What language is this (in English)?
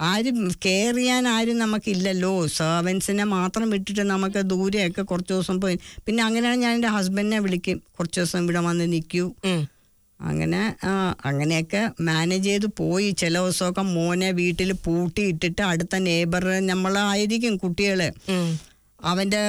Malayalam